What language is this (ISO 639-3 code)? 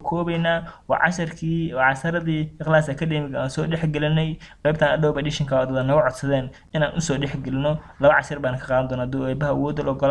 som